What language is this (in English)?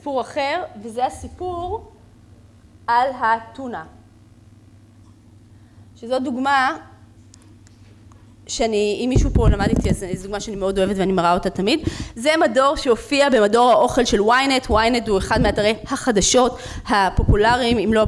Hebrew